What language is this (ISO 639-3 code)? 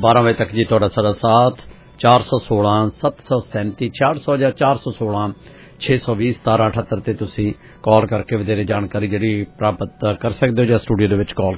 pan